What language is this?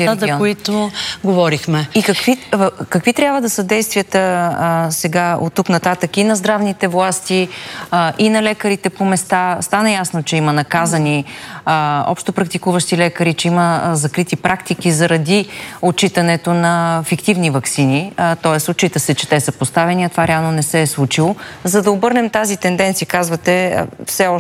Bulgarian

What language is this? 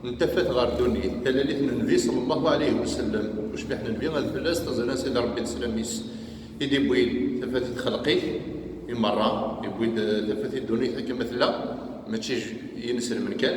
Kabyle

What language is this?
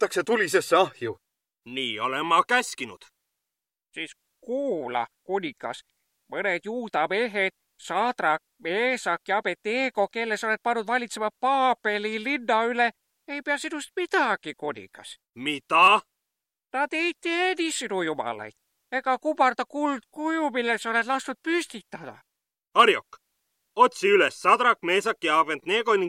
Estonian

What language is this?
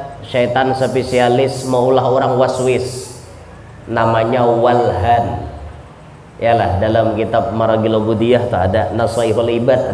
Banjar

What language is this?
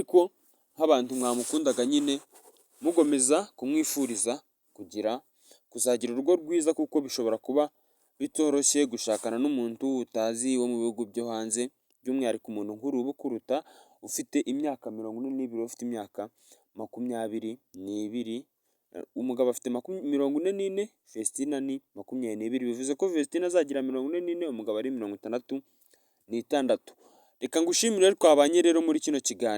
Kinyarwanda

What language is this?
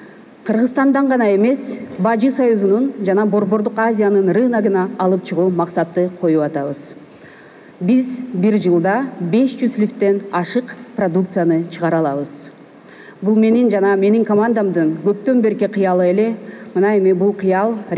Kyrgyz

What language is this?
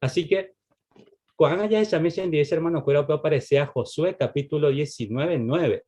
Guarani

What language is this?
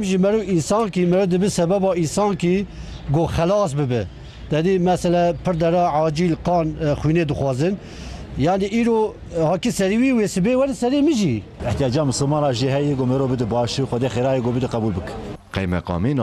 Kurdish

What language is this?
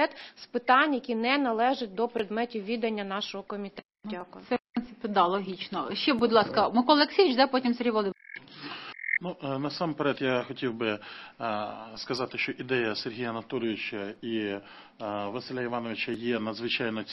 Ukrainian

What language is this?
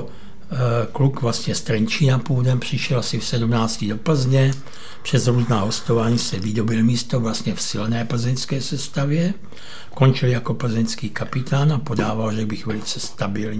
Czech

